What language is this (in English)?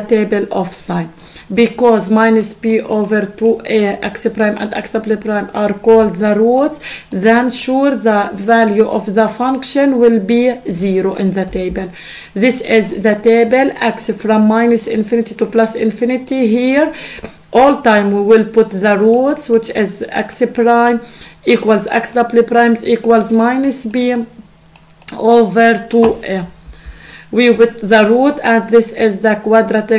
English